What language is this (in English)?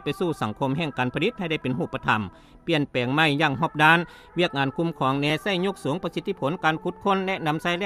Lao